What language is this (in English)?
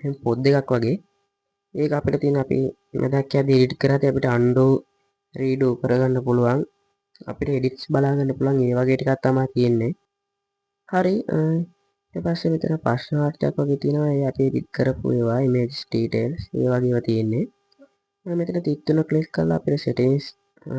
Sinhala